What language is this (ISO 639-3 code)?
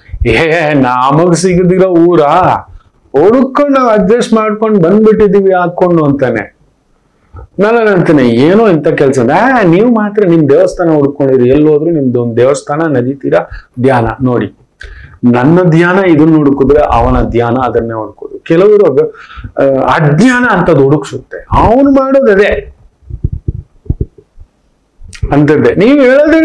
kan